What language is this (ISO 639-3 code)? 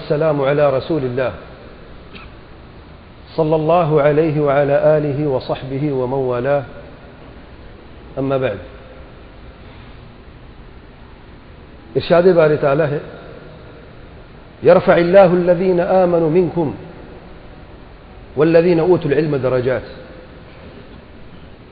urd